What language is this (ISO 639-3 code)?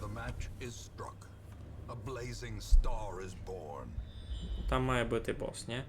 rue